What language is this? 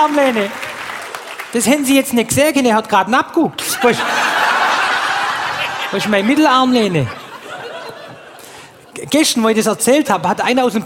German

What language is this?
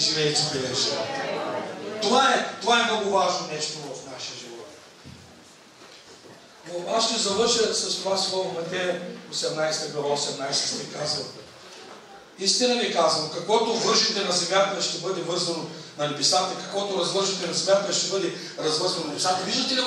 Bulgarian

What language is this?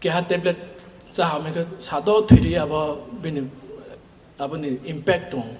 Riang (India)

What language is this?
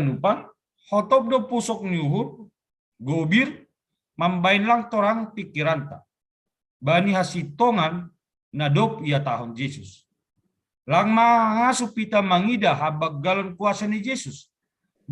Batak Simalungun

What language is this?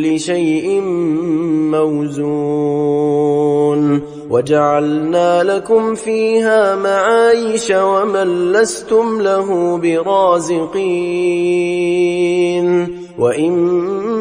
Arabic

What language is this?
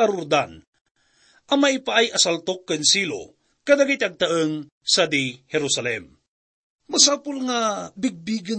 Iloko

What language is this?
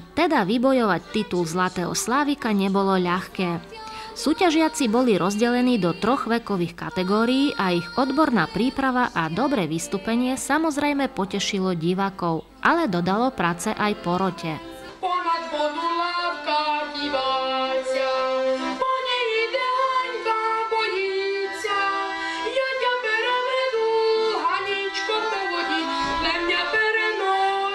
Slovak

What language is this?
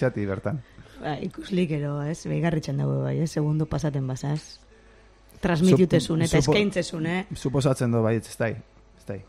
Basque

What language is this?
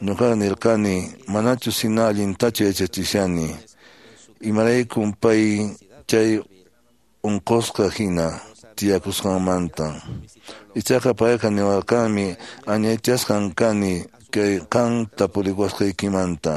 Quechua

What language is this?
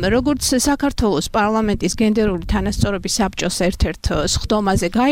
Georgian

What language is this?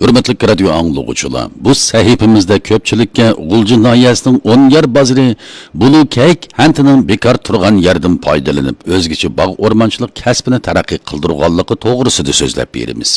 Uyghur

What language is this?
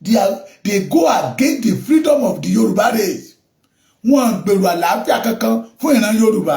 Yoruba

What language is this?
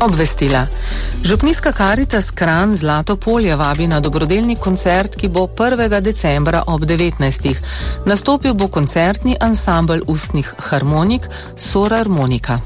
Slovenian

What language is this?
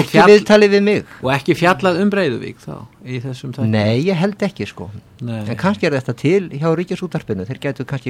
Icelandic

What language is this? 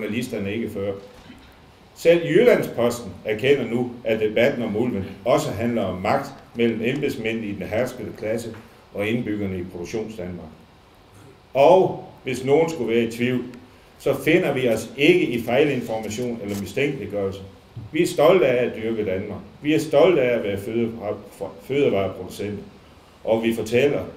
Danish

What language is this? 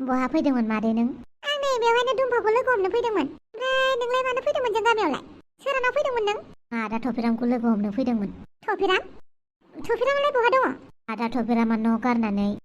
Bodo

